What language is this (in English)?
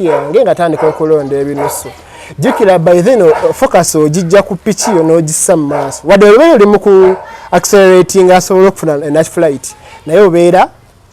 Ganda